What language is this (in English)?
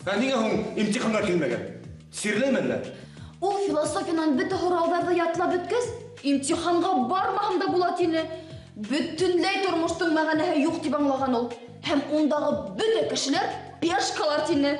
Bashkir